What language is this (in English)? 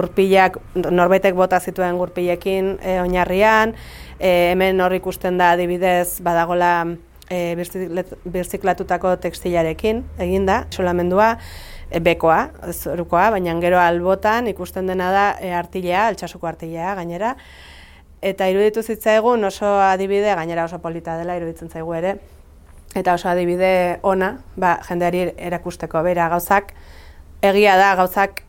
Basque